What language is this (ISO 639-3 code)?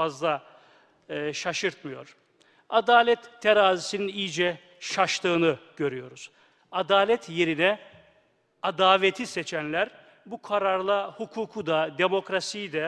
tur